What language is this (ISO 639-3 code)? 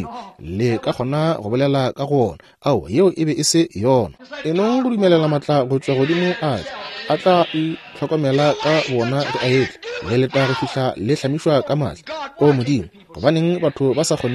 nso